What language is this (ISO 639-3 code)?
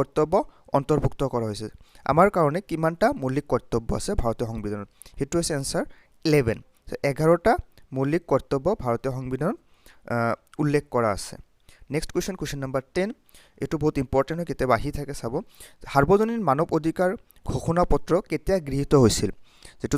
asm